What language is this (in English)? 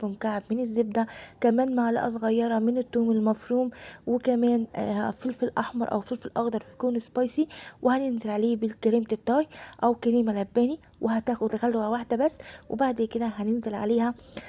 Egyptian Arabic